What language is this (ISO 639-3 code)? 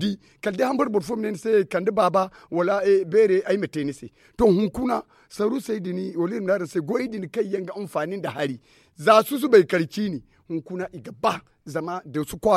dje